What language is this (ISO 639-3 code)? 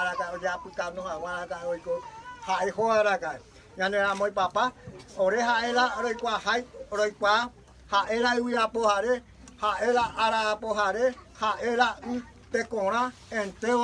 grn